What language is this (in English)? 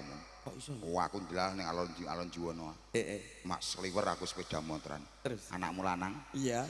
Javanese